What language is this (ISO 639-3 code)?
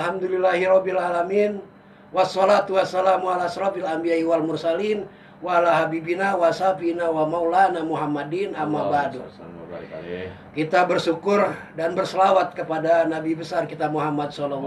bew